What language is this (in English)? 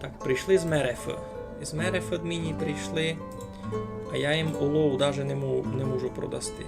Rusyn